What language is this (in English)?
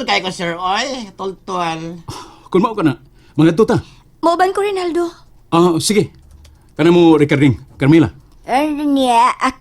Cebuano